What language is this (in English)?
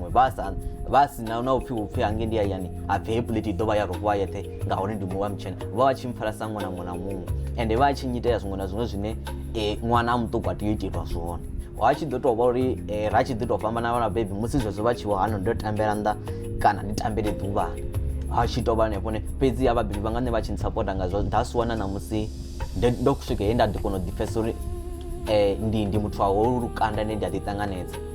Venda